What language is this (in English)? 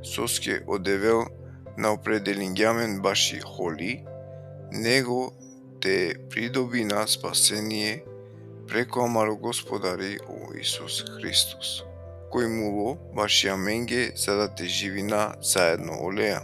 Balkan Romani